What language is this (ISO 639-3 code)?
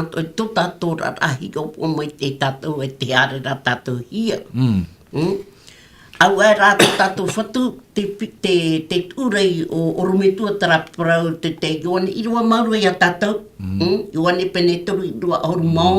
tah